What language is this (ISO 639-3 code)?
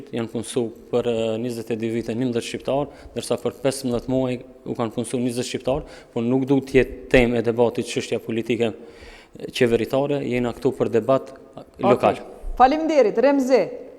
sqi